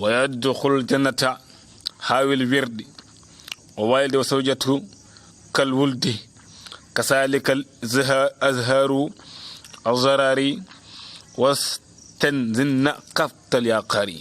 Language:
Wolof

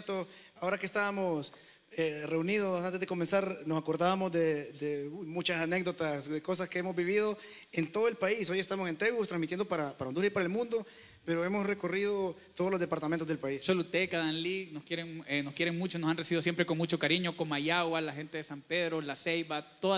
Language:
Spanish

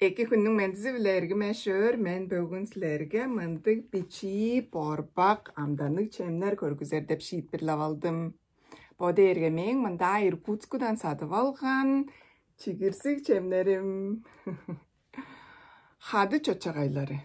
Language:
Tuvinian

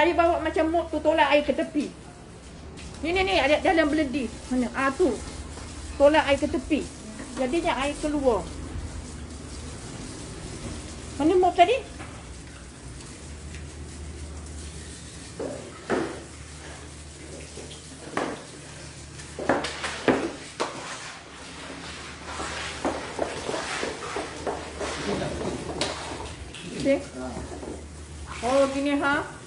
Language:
Malay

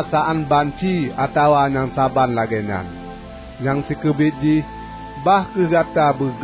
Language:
Achinese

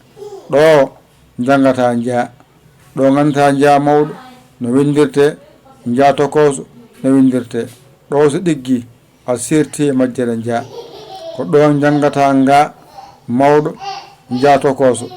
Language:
Fula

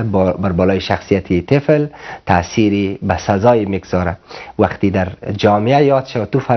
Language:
Persian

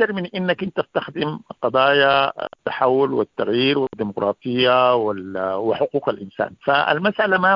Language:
Sudanese Arabic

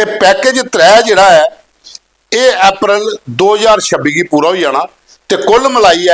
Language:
Dogri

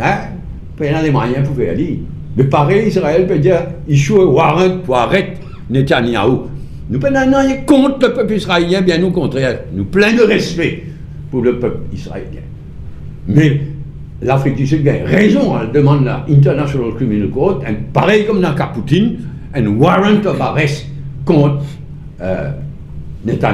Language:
Morisyen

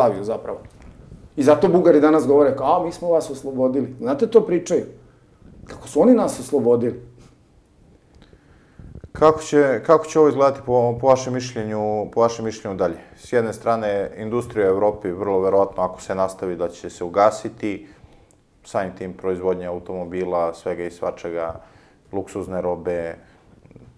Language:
Serbian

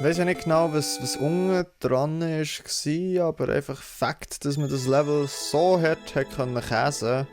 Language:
Swiss German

